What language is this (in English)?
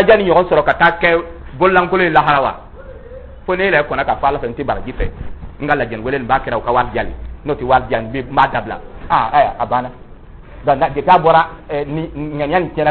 Dyula